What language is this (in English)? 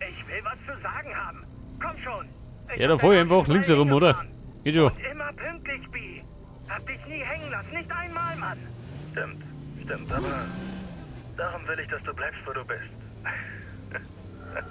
Bavarian